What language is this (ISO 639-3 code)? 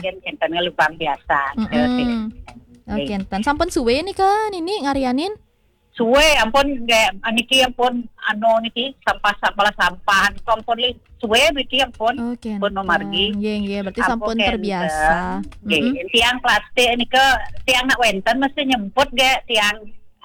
ban